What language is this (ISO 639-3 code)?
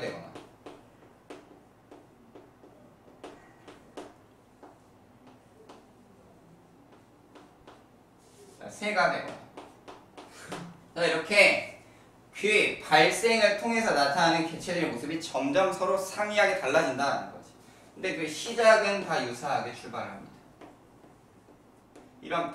kor